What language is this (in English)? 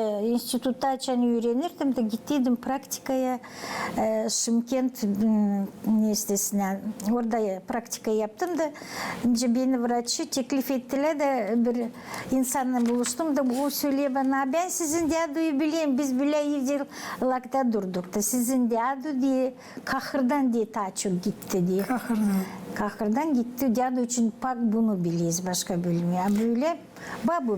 Gagauz